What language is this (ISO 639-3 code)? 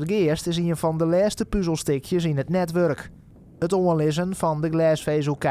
fry